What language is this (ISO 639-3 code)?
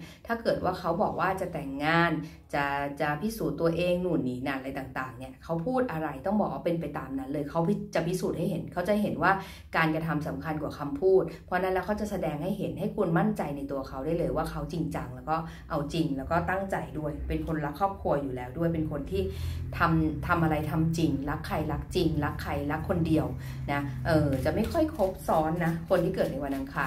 tha